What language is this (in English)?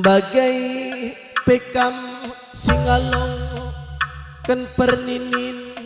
Batak Karo